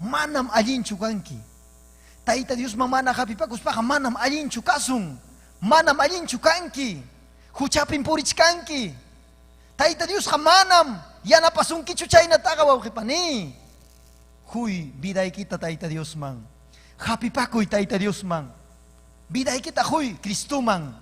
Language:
Ayacucho Quechua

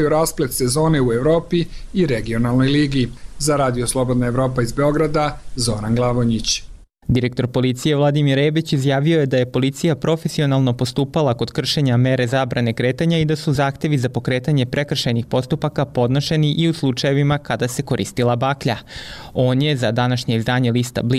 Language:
Serbian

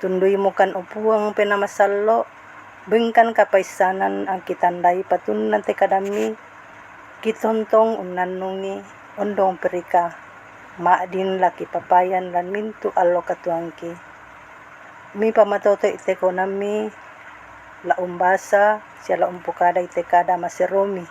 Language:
Toraja-Sa'dan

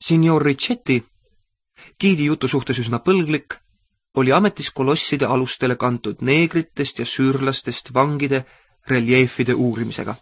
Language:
Estonian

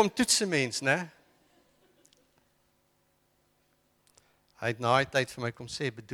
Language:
Afrikaans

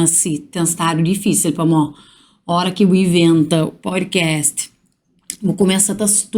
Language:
Kabuverdianu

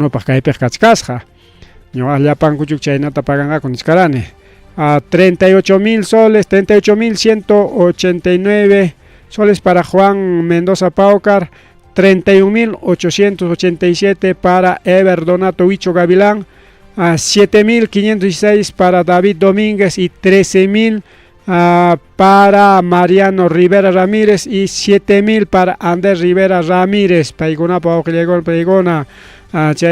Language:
Ayacucho Quechua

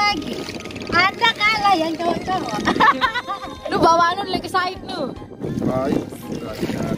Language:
Sasak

